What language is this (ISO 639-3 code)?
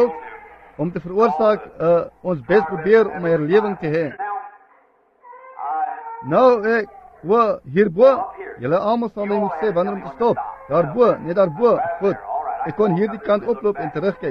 afr